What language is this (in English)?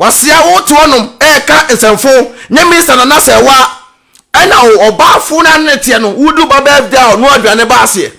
Akan